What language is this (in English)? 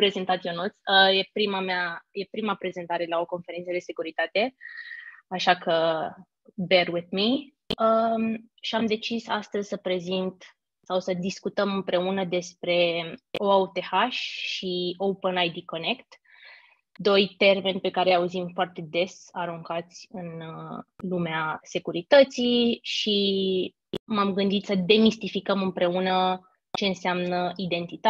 Romanian